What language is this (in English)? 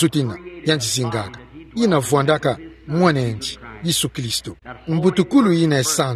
Kituba (Democratic Republic of Congo)